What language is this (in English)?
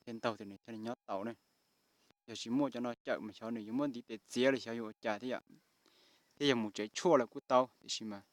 Hmong